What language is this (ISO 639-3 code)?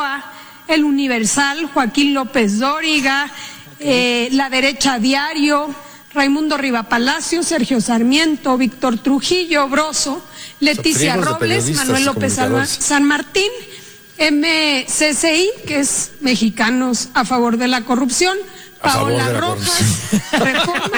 spa